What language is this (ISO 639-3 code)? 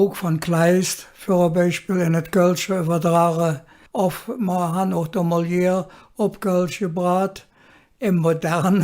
ksh